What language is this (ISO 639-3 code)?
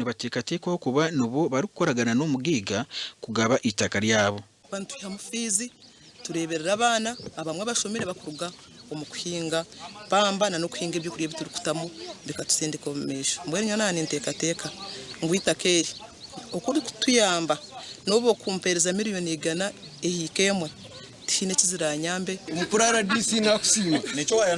nyn